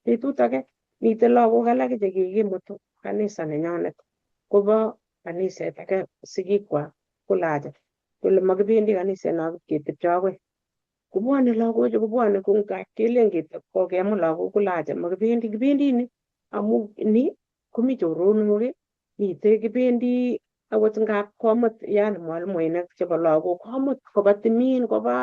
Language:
Kalenjin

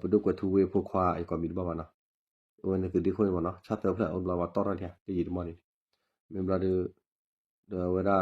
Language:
S'gaw Karen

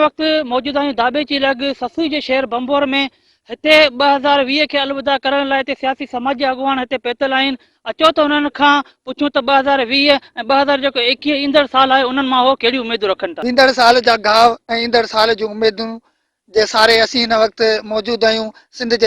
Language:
Sindhi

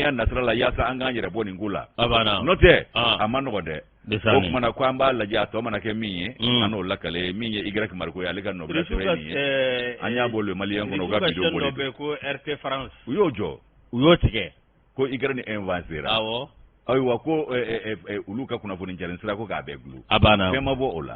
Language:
Bambara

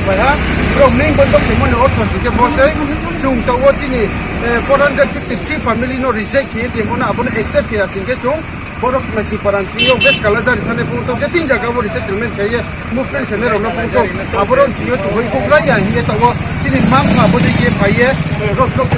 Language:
Riang (India)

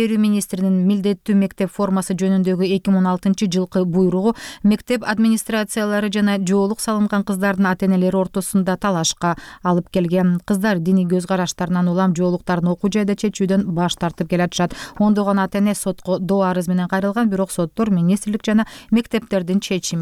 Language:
Kyrgyz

